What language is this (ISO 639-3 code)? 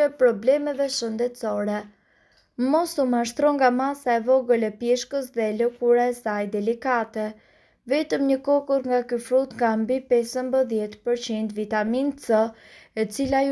sqi